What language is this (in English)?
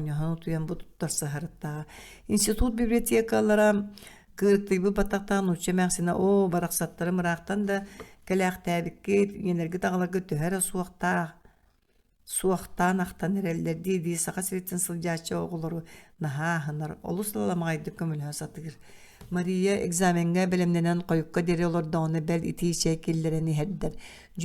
Yakut